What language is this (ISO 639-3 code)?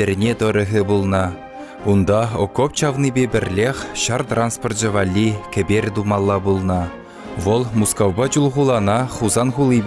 chv